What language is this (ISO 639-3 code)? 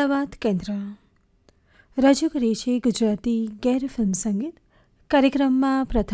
guj